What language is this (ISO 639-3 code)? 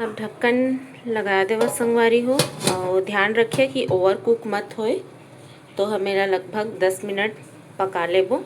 hne